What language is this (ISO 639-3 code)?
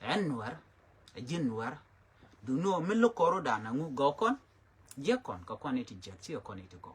nus